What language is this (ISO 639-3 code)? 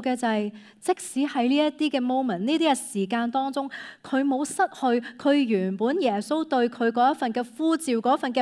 yue